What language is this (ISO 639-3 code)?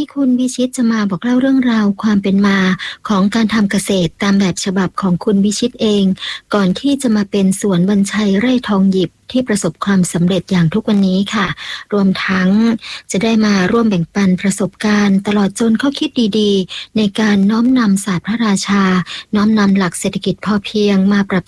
tha